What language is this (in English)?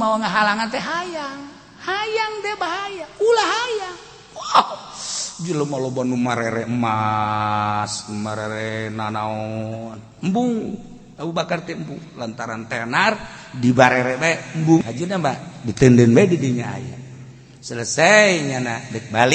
Sundanese